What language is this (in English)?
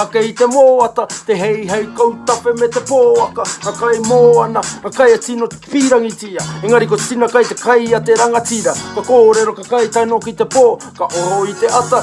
Māori